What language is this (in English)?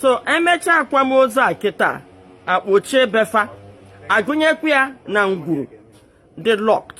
Igbo